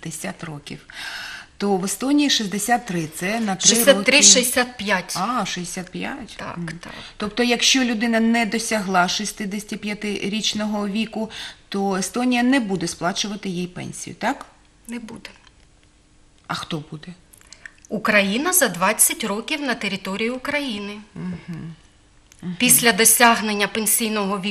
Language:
Ukrainian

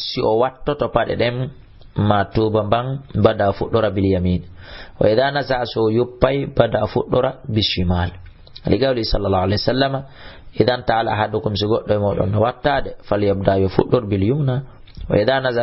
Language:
Fula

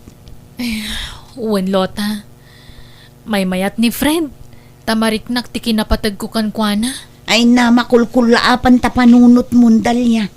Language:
Iloko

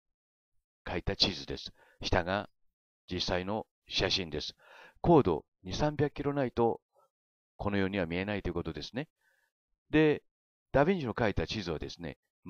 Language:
Japanese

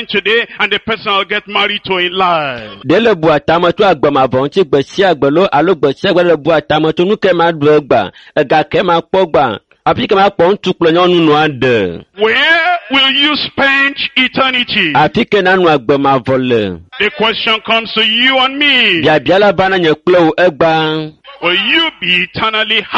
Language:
Ewe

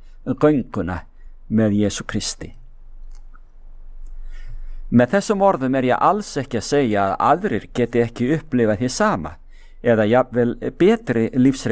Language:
Icelandic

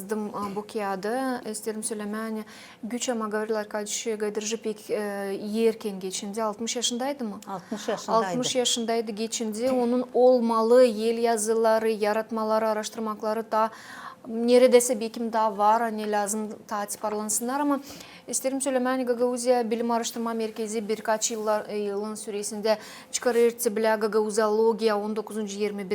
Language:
Gagauz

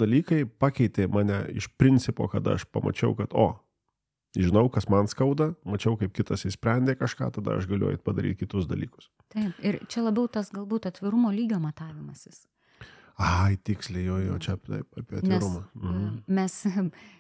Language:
Lithuanian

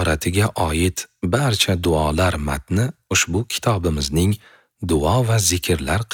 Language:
Uzbek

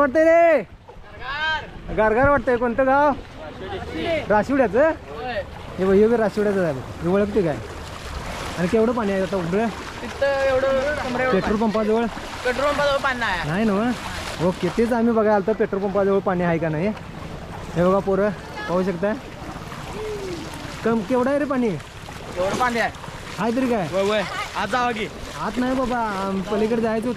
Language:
Marathi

